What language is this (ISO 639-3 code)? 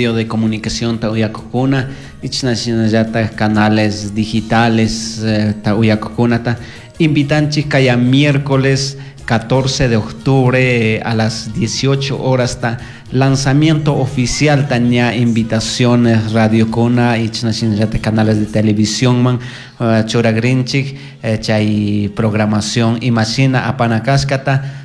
qug